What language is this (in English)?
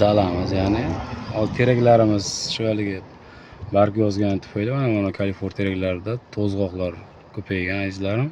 Uzbek